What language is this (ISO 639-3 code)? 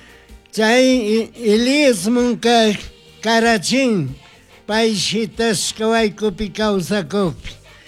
qug